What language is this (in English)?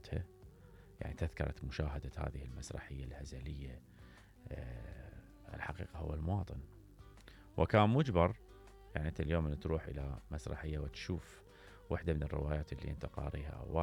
Mesopotamian Arabic